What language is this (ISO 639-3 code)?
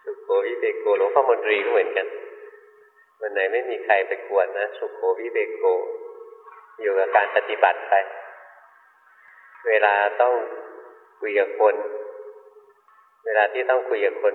tha